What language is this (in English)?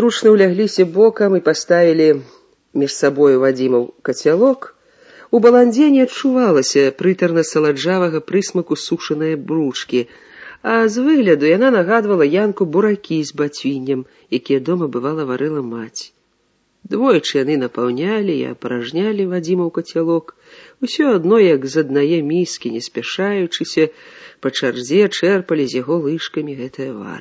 Belarusian